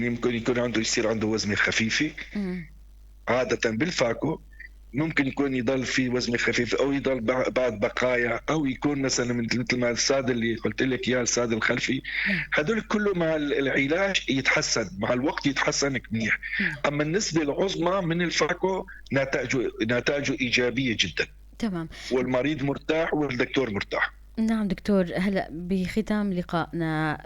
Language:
North Levantine Arabic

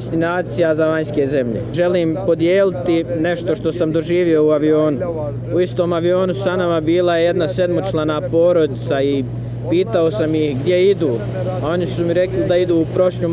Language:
Bosnian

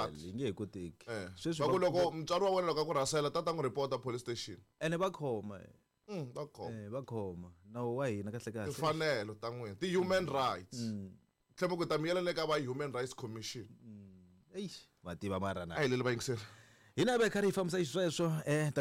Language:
Tsonga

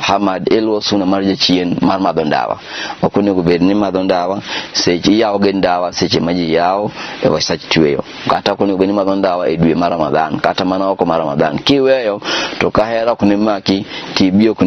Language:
Luo (Kenya and Tanzania)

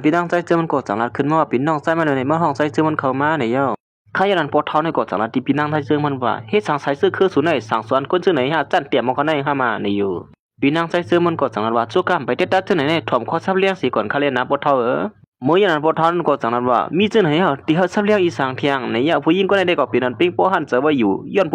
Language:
Shan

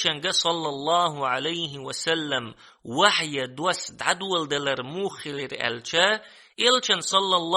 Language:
Chechen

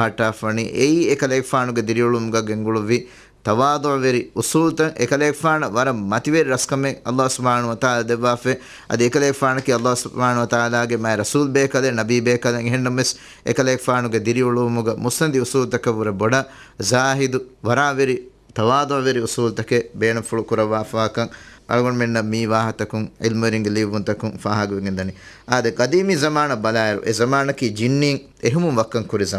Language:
Divehi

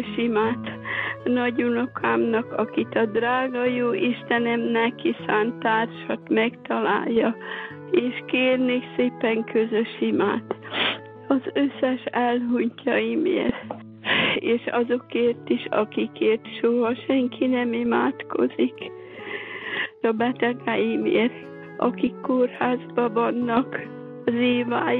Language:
Hungarian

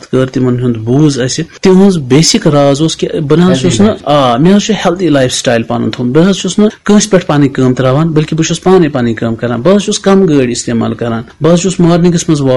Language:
Kashmiri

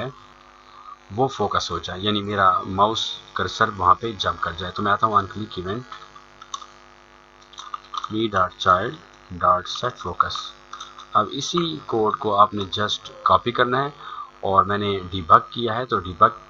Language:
Hindi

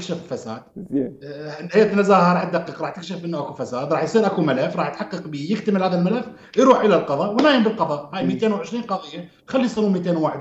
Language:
Mesopotamian Arabic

